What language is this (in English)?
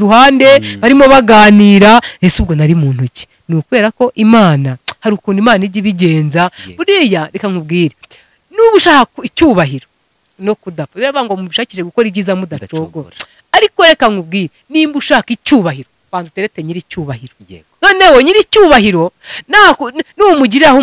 Kinyarwanda